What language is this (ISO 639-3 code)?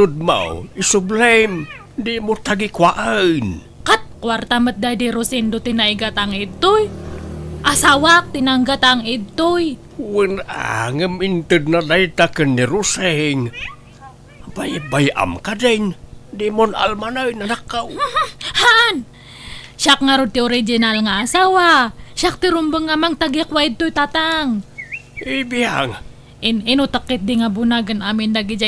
ilo